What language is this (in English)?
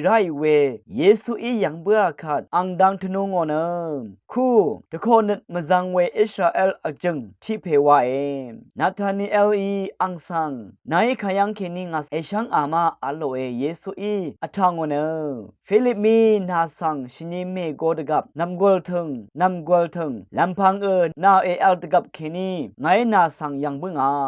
Rawang